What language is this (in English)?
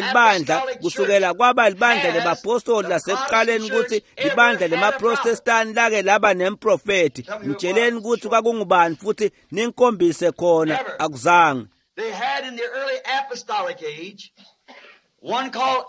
Swati